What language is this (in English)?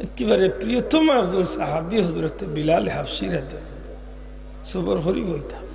Sylheti